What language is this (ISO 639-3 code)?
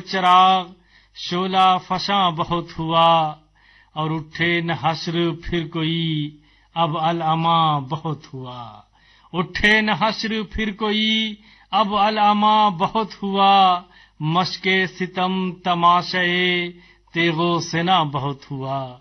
urd